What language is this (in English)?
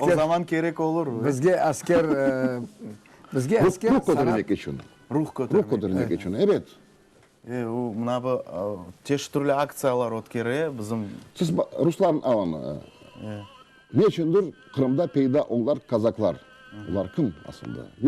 Crimean Tatar